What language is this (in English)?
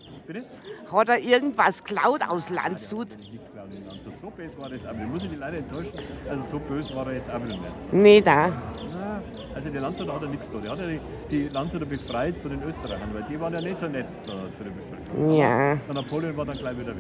Bavarian